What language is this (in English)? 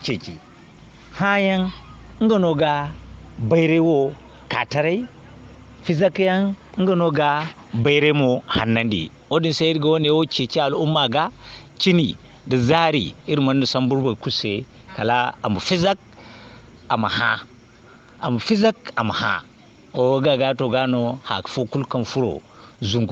Zarma